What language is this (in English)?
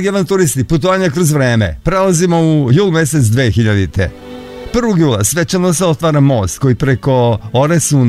Serbian